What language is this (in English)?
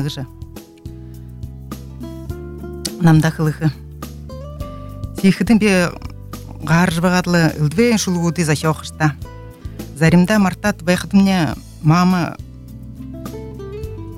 Buriat